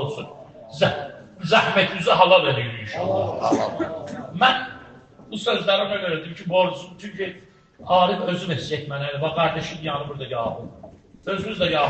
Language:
Azerbaijani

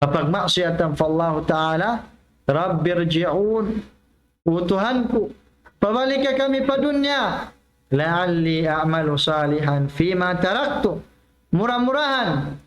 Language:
Tausug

